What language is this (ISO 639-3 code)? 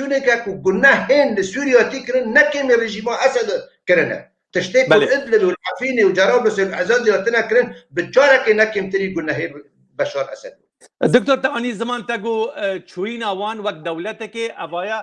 kur